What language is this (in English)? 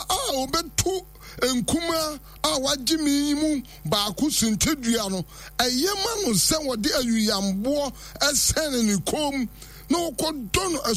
Akan